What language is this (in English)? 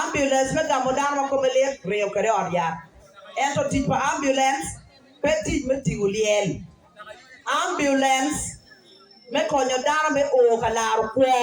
Acoli